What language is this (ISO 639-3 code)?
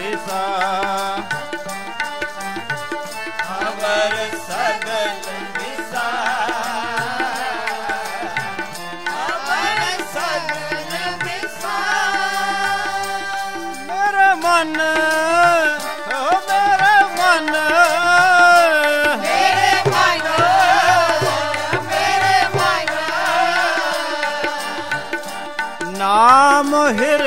pan